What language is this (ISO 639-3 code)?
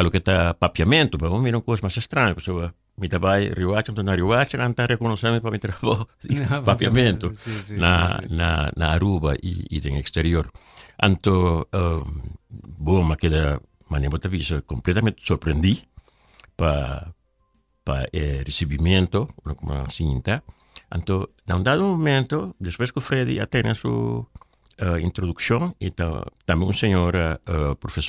pap